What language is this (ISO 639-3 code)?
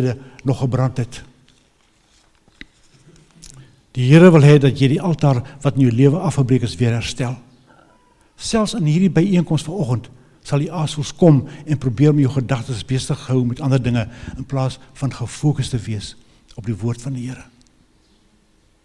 afr